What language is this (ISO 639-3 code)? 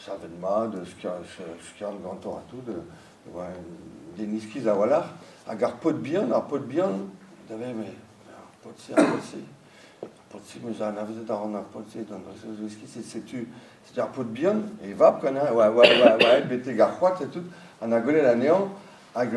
bre